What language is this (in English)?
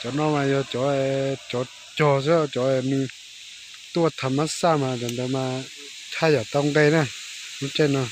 Hmong